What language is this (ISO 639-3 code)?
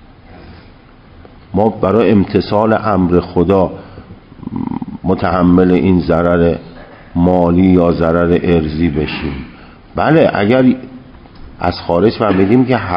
fas